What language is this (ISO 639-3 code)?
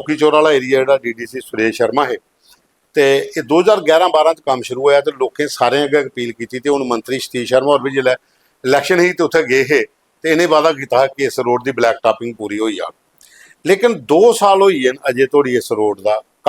doi